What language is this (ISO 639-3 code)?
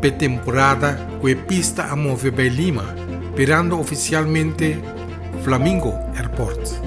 pap